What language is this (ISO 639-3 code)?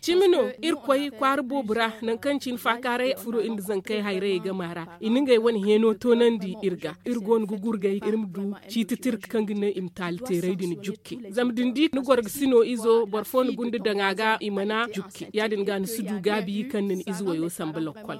dje